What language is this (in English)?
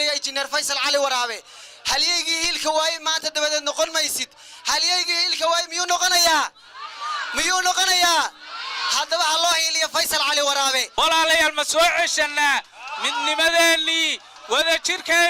Somali